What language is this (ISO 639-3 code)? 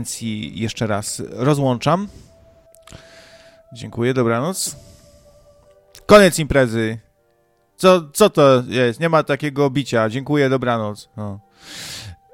pol